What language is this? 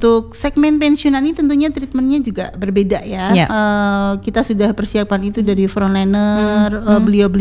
Indonesian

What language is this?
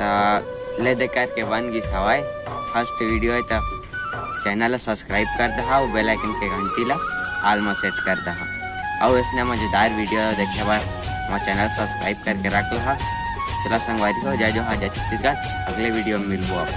Chhattisgarhi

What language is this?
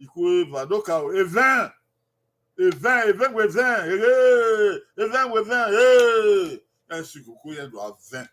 Bini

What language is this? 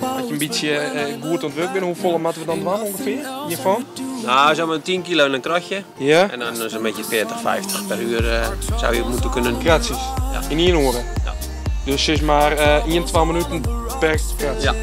Western Frisian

